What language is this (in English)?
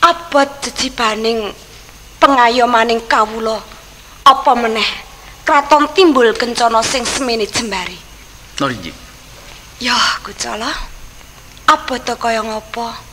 Javanese